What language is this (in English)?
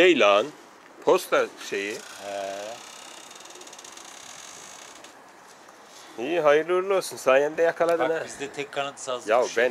Turkish